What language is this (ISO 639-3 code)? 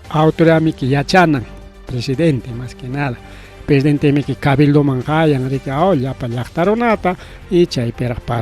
quy